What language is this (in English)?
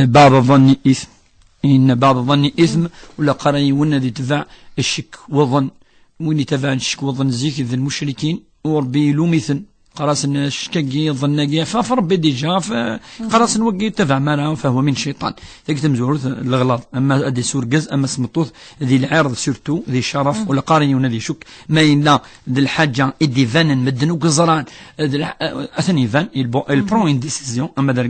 Kabyle